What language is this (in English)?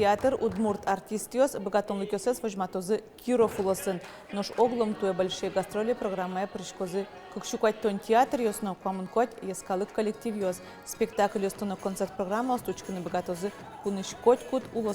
Udmurt